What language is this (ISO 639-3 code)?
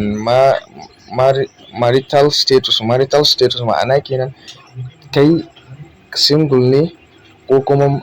hau